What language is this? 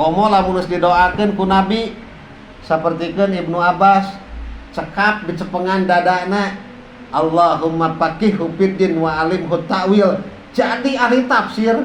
Sundanese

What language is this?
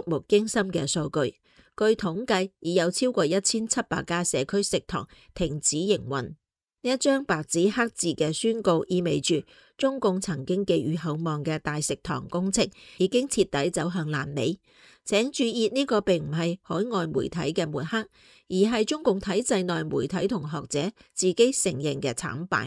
Cantonese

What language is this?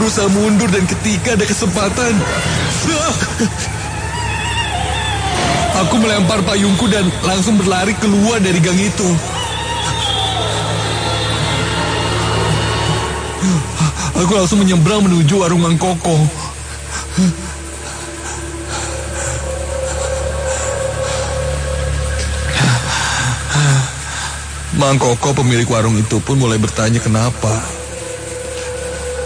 Indonesian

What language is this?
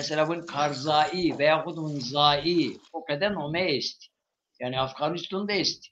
Zaza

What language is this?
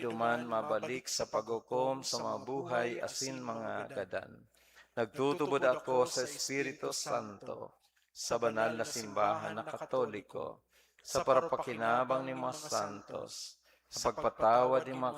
Bikol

